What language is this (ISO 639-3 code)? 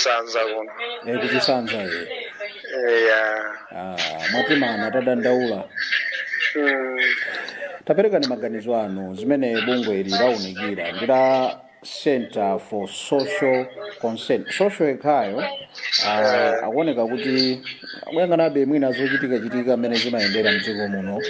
nya